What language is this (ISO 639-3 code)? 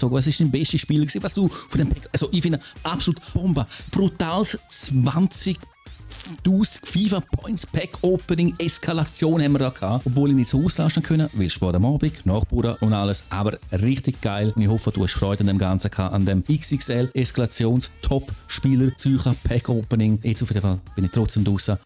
gsw